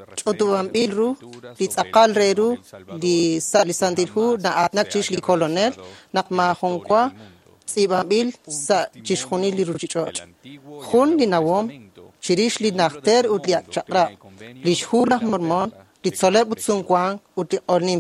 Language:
Kekchí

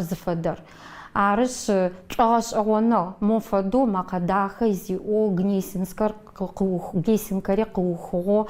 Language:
Adyghe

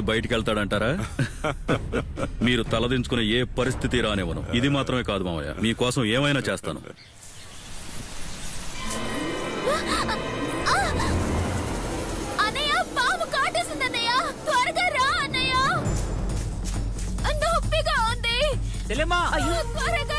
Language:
Telugu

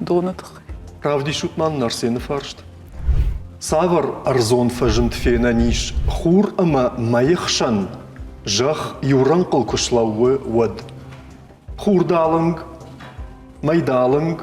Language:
Ossetic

